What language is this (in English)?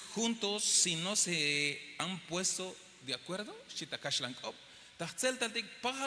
Tzeltal